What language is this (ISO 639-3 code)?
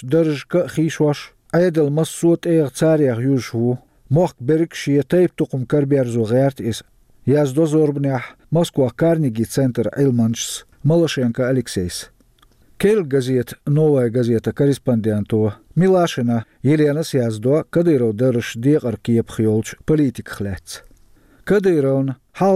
che